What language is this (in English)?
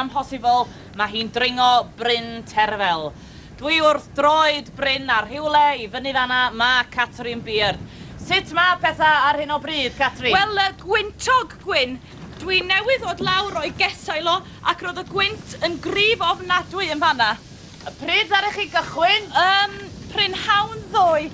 Welsh